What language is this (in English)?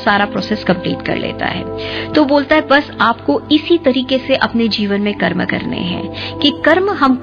Hindi